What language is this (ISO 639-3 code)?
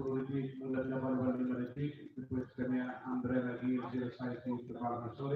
tet